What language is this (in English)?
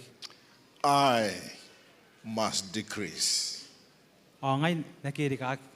Gilbertese